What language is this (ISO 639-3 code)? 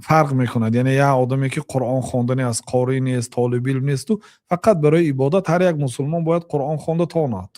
tgk